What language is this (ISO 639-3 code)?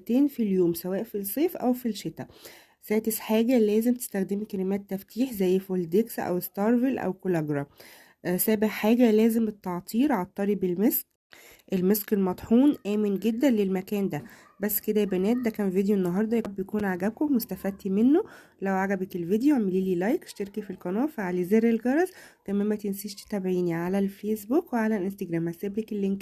arz